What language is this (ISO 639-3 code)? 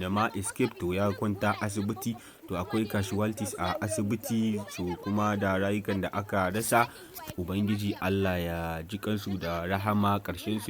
hau